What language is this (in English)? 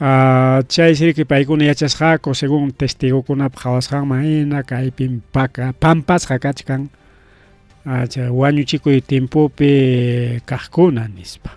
Ayacucho Quechua